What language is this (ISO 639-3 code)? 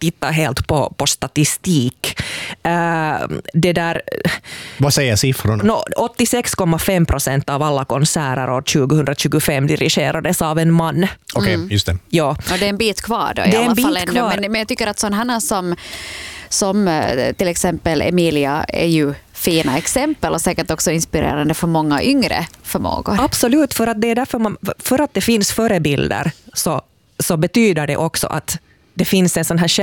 swe